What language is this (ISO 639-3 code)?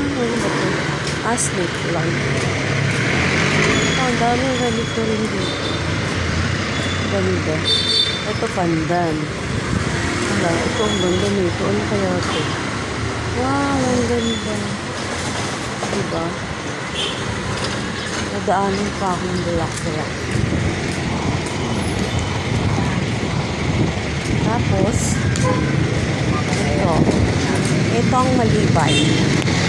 fil